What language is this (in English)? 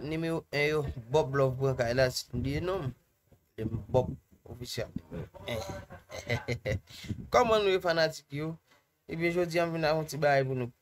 Haitian Creole